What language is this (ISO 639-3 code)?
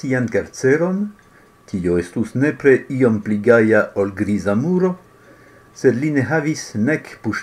epo